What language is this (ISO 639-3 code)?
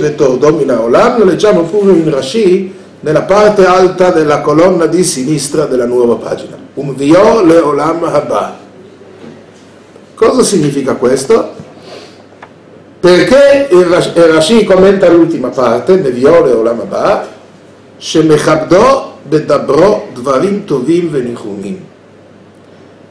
ita